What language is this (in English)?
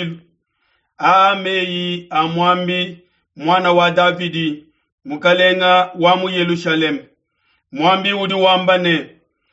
Luba-Lulua